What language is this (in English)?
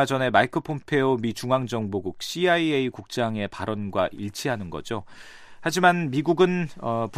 Korean